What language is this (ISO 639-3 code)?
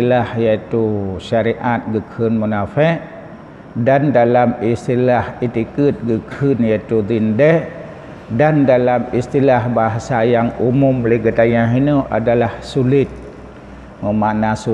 ace